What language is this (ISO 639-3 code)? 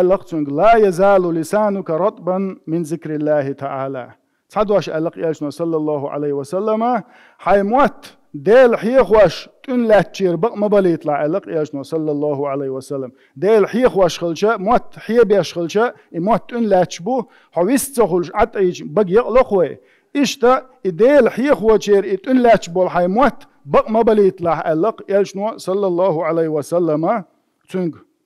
che